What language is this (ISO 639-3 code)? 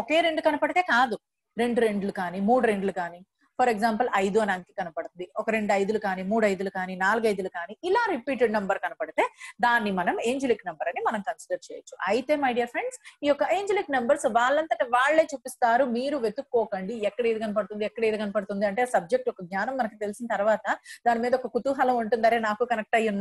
tel